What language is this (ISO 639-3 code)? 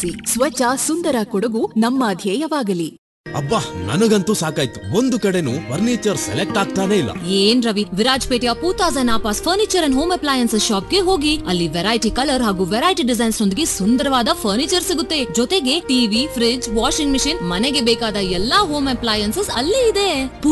kan